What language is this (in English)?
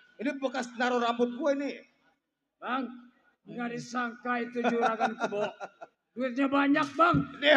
Betawi